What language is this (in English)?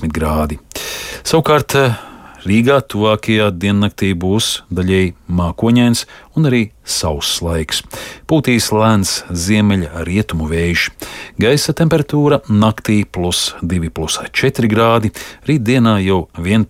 Latvian